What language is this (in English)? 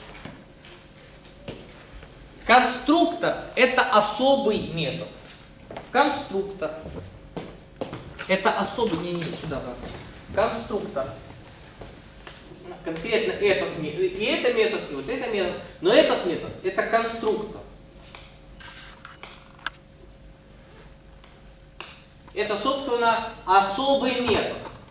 Russian